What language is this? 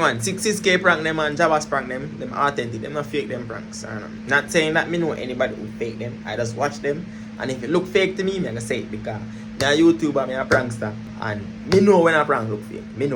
Jamaican Creole English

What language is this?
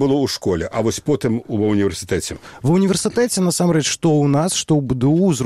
Belarusian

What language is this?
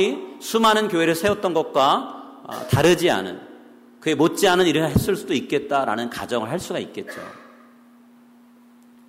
Korean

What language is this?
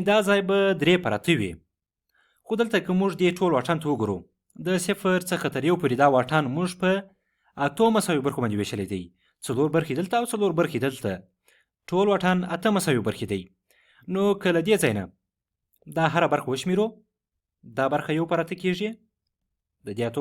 Pashto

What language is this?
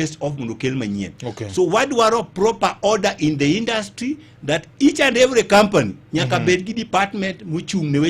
Luo (Kenya and Tanzania)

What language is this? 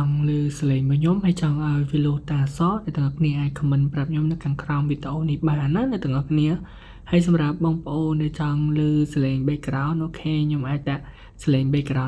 Khmer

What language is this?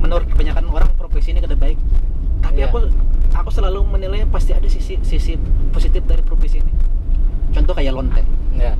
Banjar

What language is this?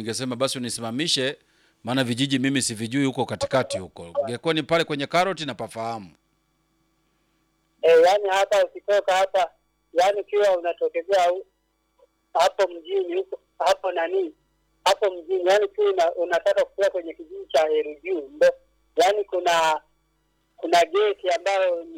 Swahili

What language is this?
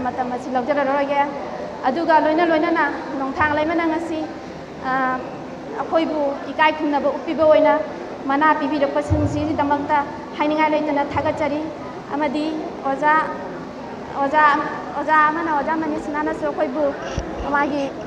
Manipuri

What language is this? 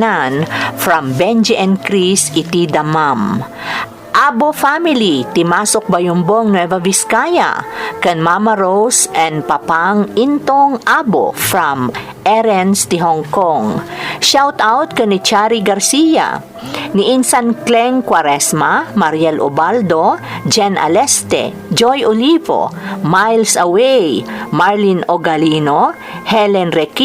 Iloko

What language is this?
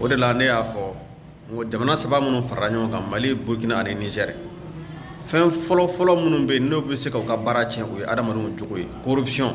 Bambara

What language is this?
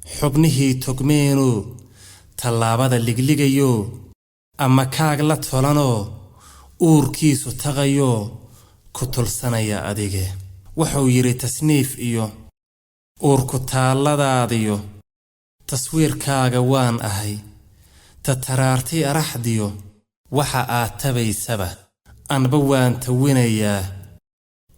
Somali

